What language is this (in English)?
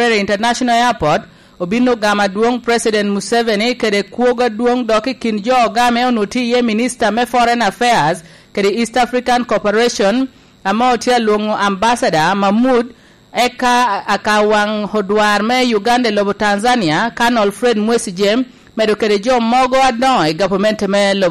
Lango (Uganda)